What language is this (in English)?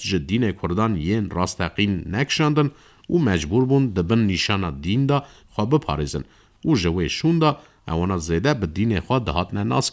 Kurdish